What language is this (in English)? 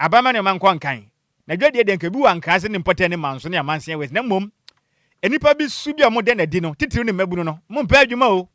Akan